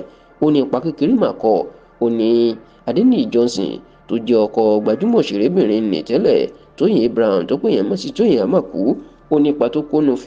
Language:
Yoruba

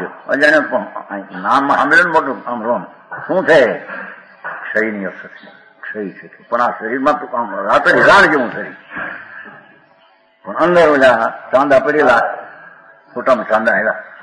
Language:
Gujarati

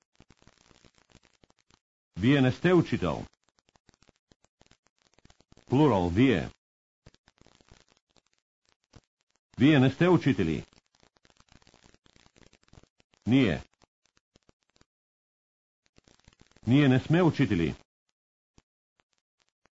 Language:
Bulgarian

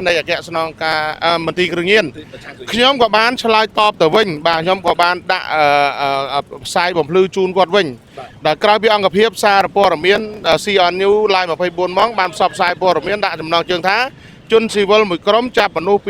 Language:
Khmer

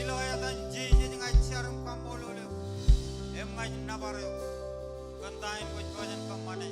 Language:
Marshallese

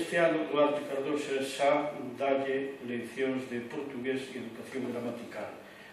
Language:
Galician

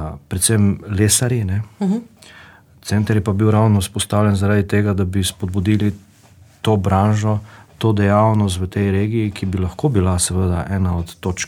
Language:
Slovenian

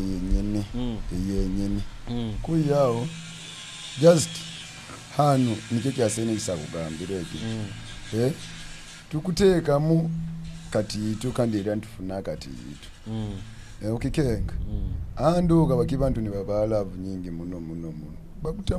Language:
Nyoro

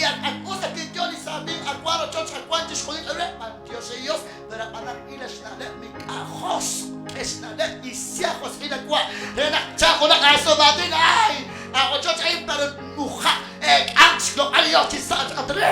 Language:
Kekchí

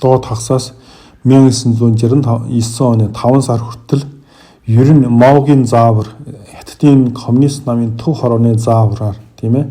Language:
Mongolian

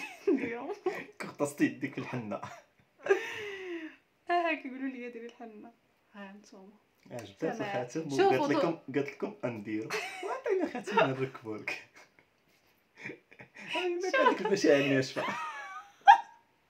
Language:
Moroccan Arabic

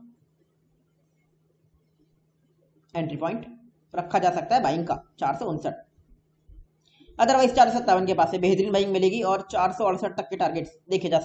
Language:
Hindi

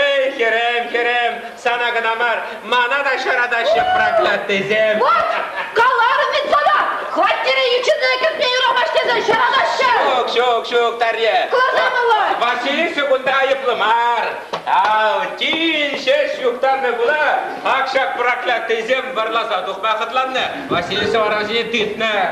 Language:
Chuvash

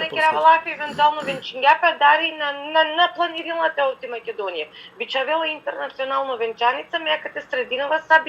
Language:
Balkan Romani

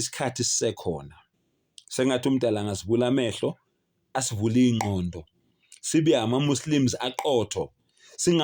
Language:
Zulu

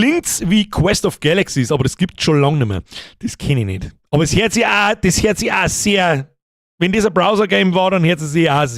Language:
Bavarian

